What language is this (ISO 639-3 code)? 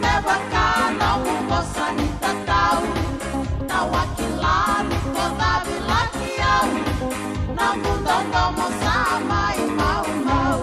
fij